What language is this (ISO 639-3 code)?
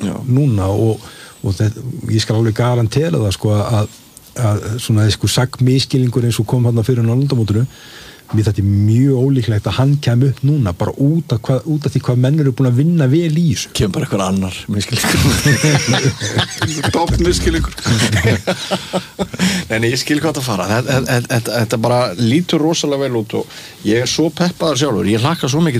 isl